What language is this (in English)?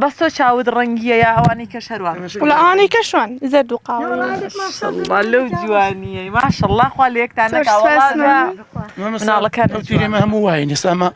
Central Kurdish